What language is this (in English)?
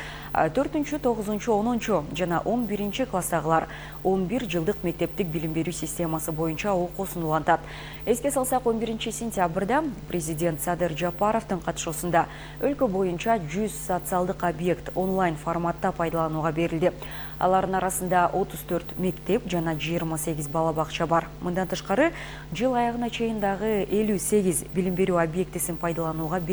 Kyrgyz